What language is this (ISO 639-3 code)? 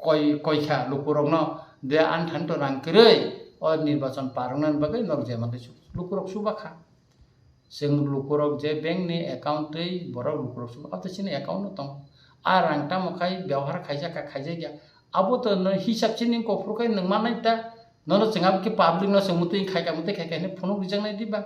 trp